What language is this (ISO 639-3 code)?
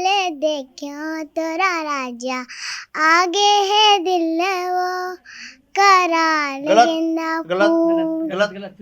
hne